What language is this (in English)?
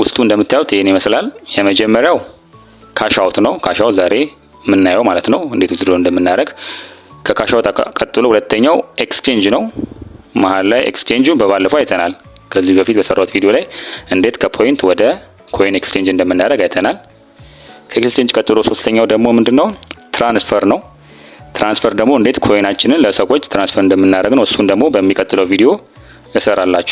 Amharic